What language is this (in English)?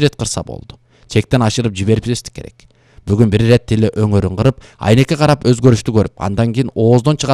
Kyrgyz